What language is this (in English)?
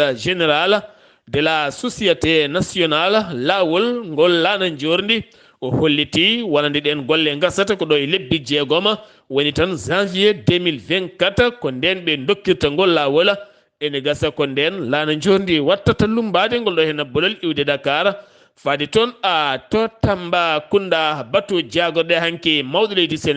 Fula